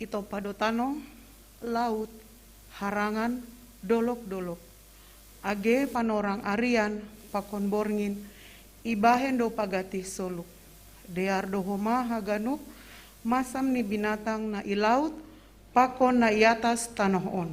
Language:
Batak Simalungun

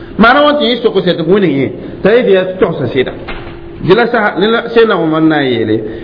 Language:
Mossi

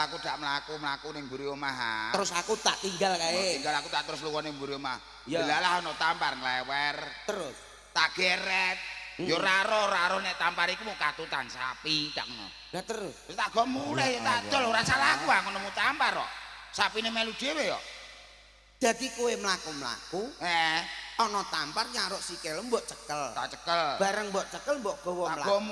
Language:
Javanese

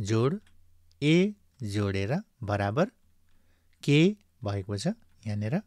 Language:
Nepali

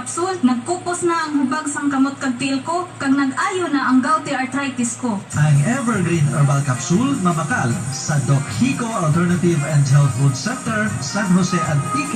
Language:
Hiligaynon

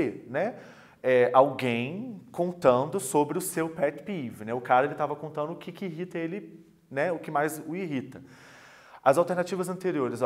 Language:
Portuguese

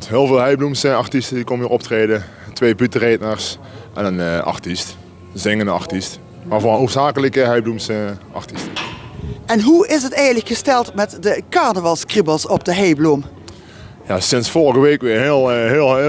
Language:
Limburgish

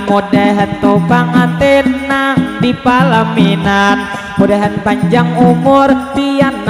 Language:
Banjar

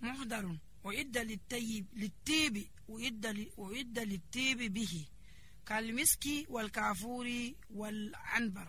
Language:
Nigerian Fulfulde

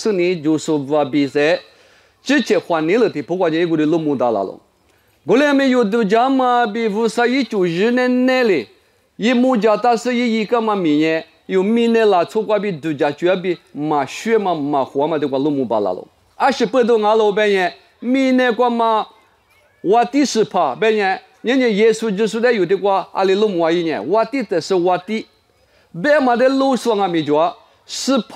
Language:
Lisu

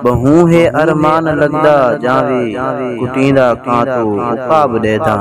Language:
Saraiki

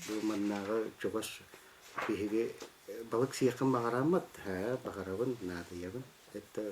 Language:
Yakut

